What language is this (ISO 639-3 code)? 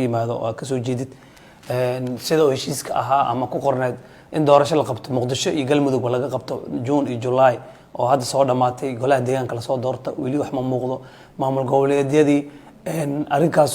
som